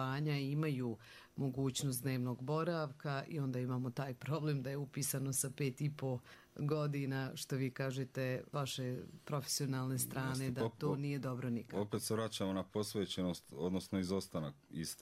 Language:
Croatian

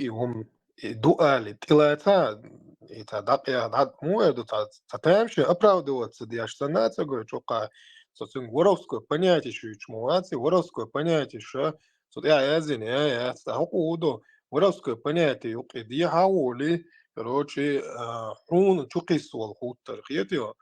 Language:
Chechen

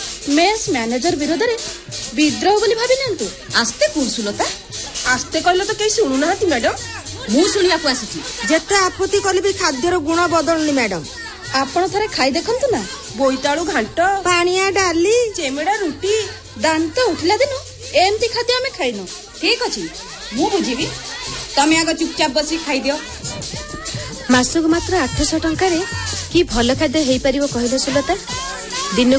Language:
Odia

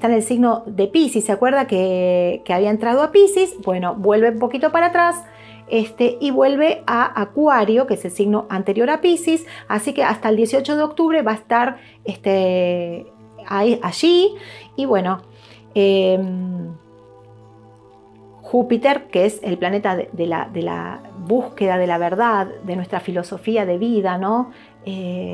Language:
Spanish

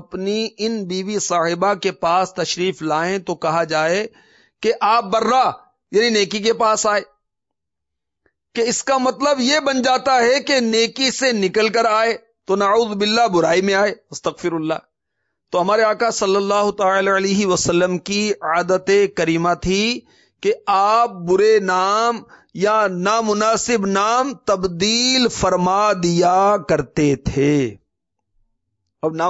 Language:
Urdu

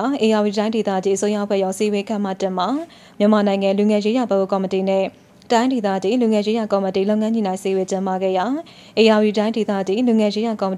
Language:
Burmese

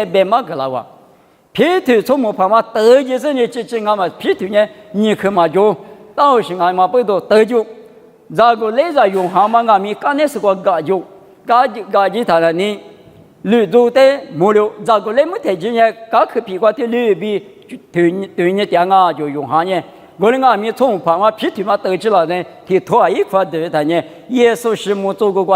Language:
Lisu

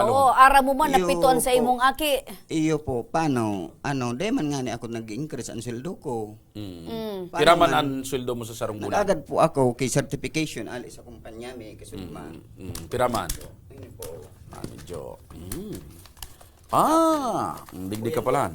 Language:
Bikol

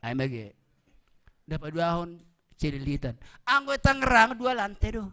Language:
Batak Simalungun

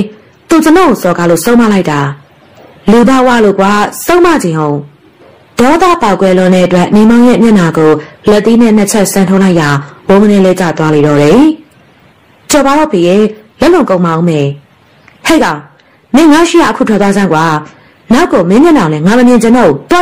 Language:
Burmese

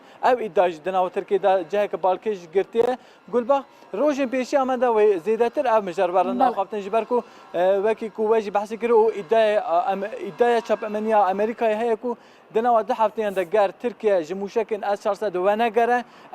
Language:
Kurdish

